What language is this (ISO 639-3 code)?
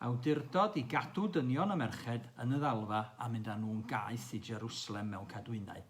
cym